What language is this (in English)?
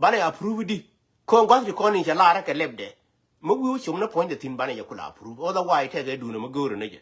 Nuer